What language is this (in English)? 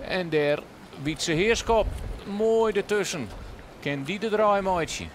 Western Frisian